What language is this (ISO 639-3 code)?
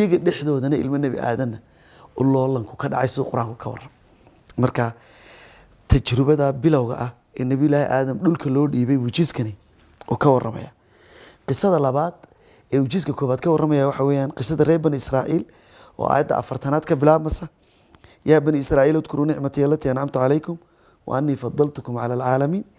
som